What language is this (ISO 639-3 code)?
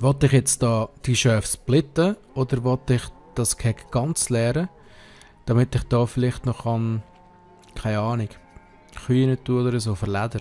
gsw